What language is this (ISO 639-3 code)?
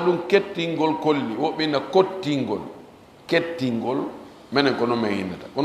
ful